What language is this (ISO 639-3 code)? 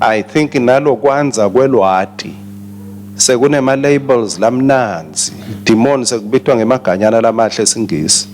ssw